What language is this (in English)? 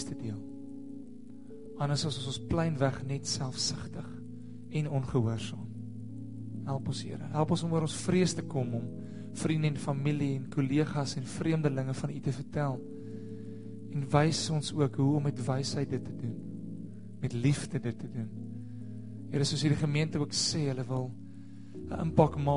Afrikaans